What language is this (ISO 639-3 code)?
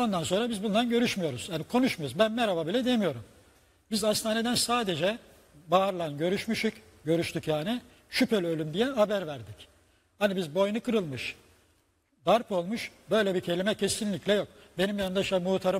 tur